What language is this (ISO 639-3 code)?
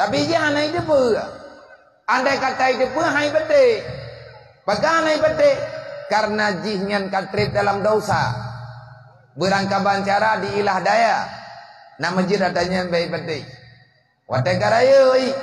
ace